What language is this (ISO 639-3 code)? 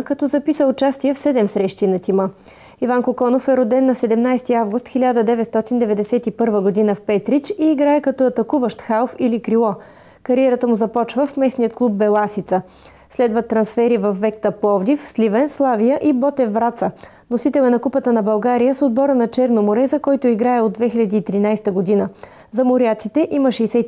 bul